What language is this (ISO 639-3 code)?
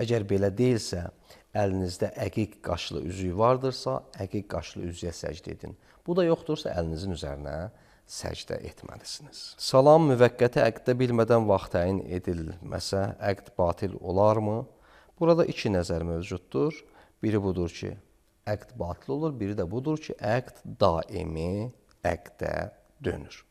aze